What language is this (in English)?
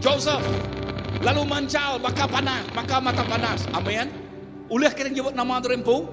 Iban